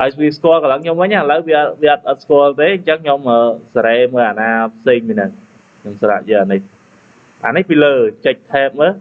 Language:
Khmer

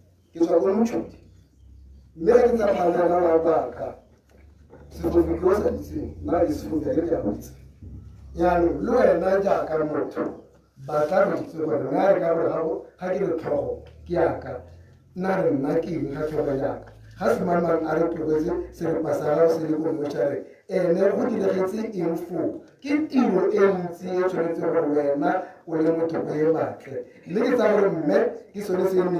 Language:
Tswana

